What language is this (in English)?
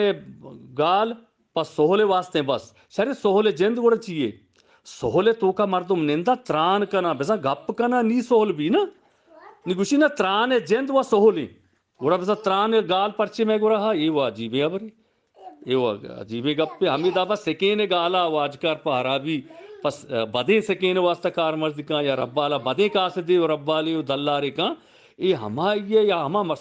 Eastern Balochi